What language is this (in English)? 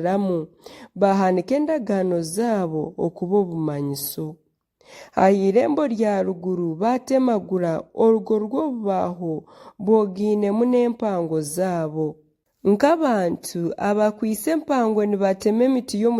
Nyankole